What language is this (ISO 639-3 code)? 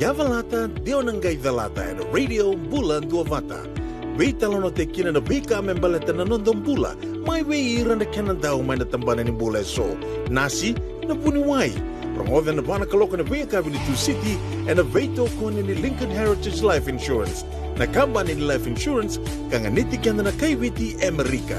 fij